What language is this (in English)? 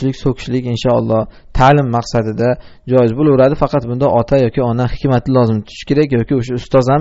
Uzbek